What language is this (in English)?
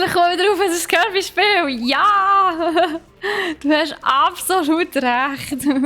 Swiss German